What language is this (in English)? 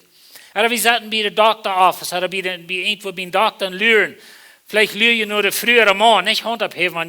Plautdietsch